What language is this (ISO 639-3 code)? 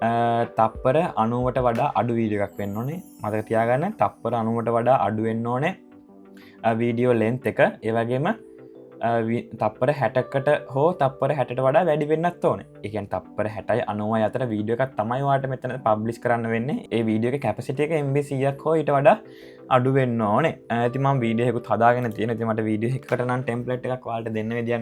sin